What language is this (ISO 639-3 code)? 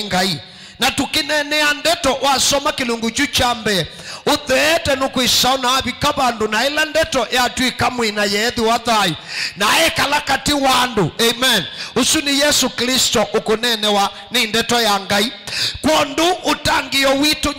kam